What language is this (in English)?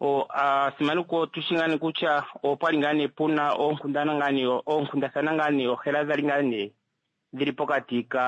Kuanyama